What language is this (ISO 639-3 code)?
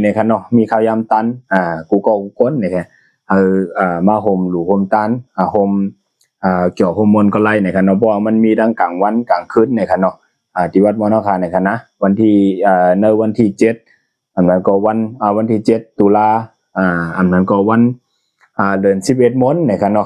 shn